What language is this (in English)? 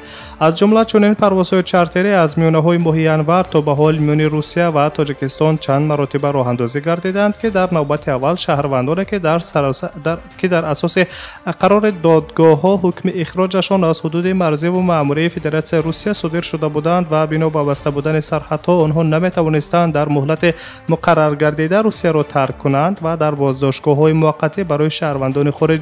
Tajik